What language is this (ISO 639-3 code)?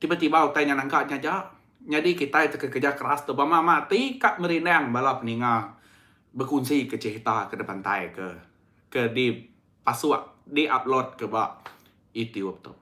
iba